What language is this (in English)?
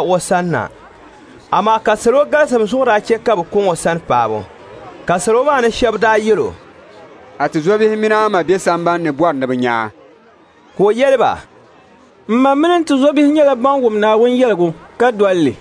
Dagbani